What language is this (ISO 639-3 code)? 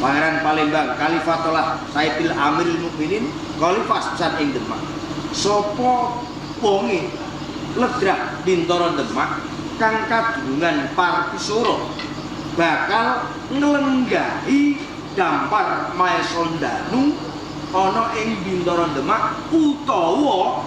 jav